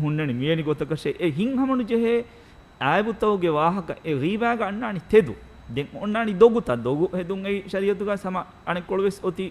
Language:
Divehi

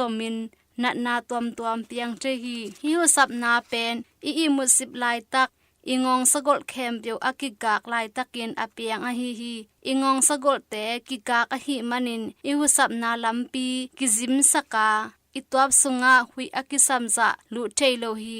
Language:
Tedim Chin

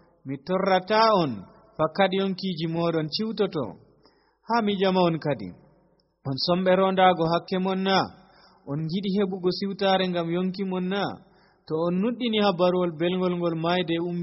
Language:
Nigerian Fulfulde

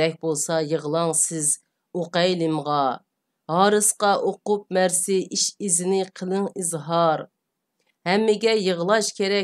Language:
Uyghur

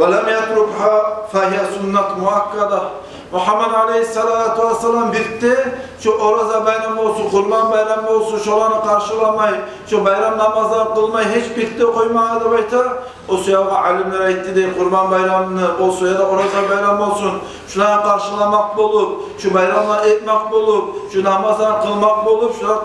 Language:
Kumyk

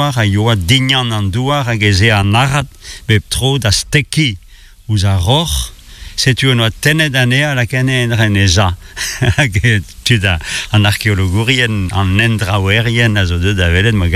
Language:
Breton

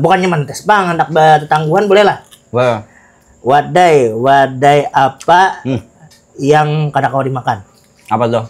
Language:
Banjar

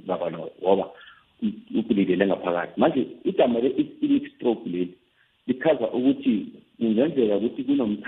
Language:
South Ndebele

